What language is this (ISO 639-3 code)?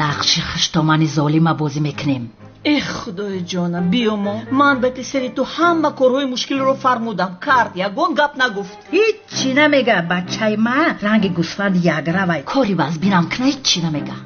tgk